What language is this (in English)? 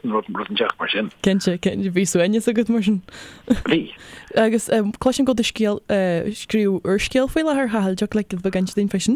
Irish